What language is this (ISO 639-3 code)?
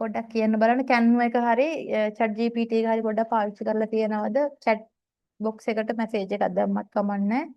sin